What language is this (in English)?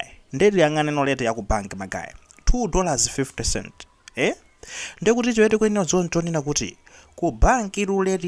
Nyanja